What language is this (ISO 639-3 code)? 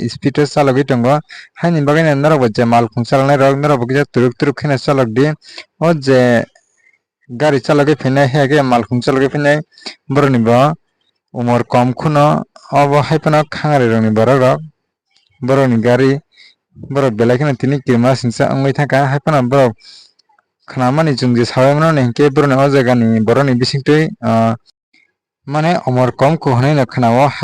trp